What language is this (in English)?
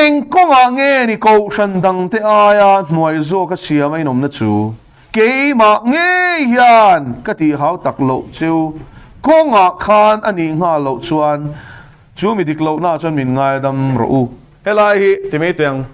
Mizo